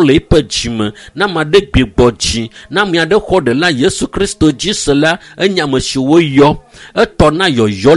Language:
Ewe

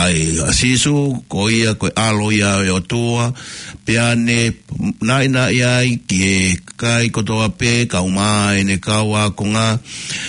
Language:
Tongan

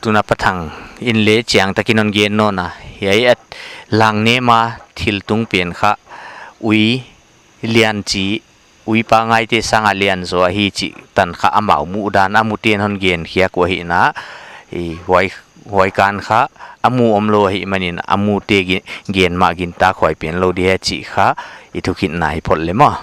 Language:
Paite Chin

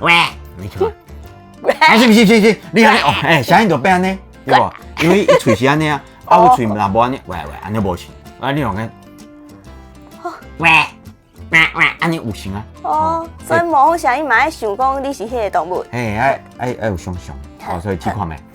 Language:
Min Nan Chinese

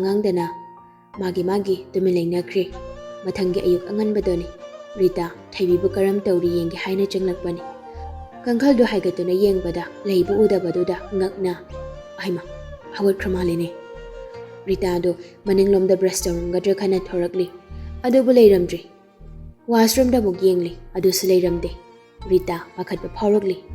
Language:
Manipuri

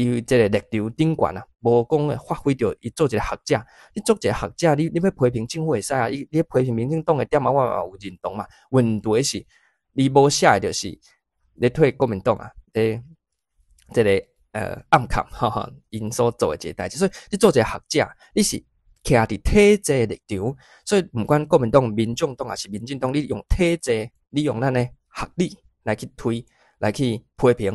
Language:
Min Nan Chinese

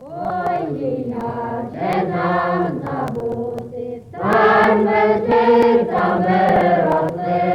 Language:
Rusyn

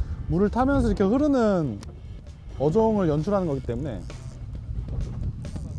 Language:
Korean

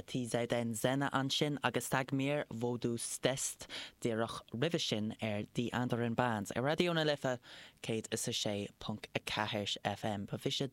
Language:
Irish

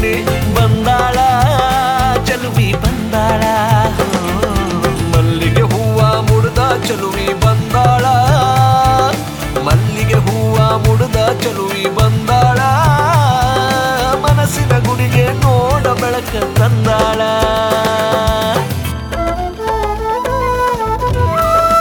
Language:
Kannada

